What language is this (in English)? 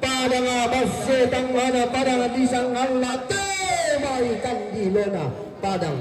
Toraja-Sa'dan